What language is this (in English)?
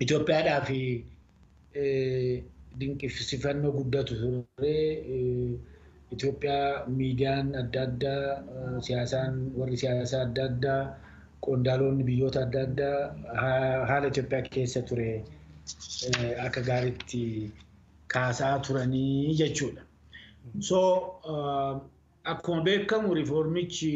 Oromo